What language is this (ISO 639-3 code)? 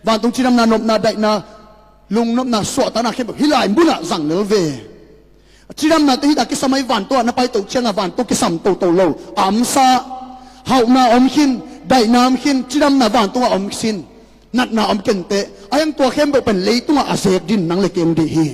ctd